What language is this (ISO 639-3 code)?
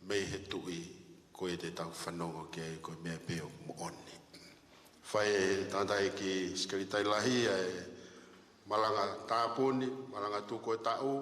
ton